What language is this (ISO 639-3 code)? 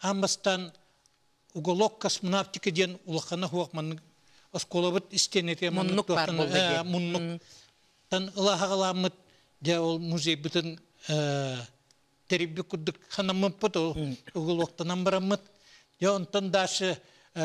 sah